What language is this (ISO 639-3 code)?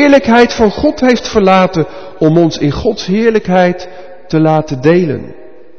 nld